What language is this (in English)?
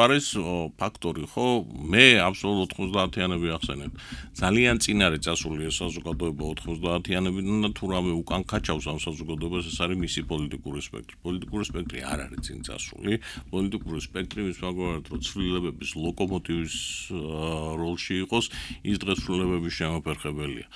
Georgian